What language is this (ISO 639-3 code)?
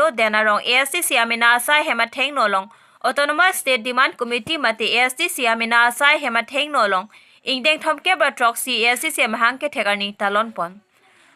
mjw